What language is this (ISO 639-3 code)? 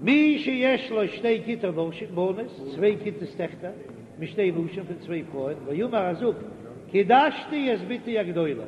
yid